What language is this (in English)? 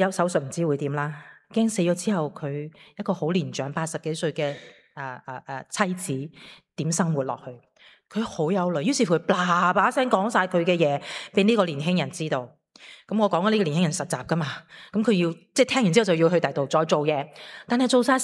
Cantonese